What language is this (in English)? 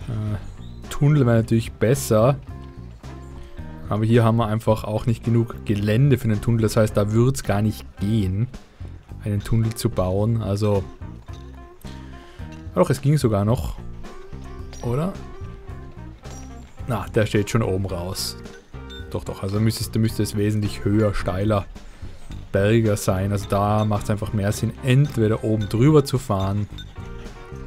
German